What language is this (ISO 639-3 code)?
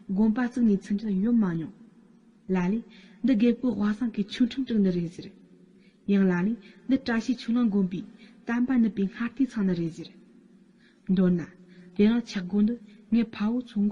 bod